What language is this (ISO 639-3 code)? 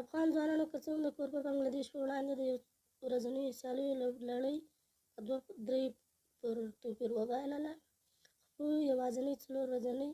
pus